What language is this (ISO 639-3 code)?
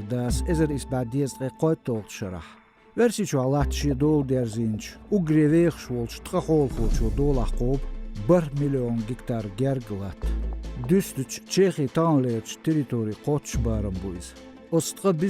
che